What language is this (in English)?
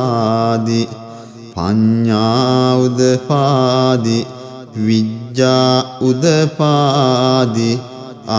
Pali